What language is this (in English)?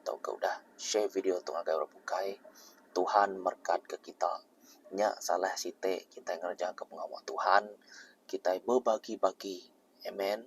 Iban